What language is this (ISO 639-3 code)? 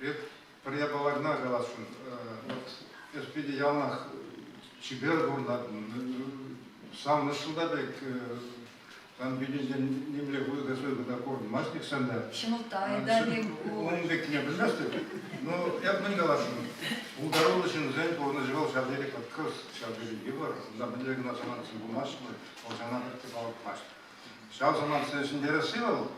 chv